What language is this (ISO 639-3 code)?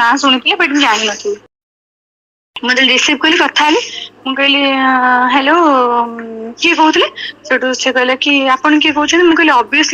ori